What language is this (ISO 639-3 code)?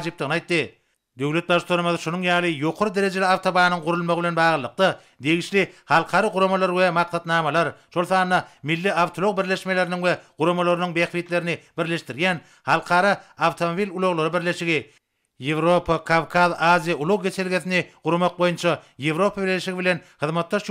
tuk